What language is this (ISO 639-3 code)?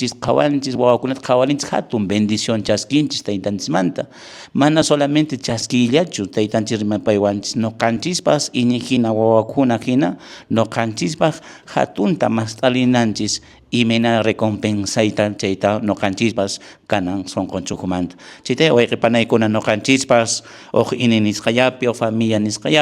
que